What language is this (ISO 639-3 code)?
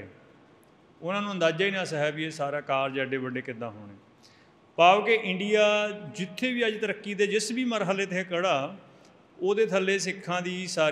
pan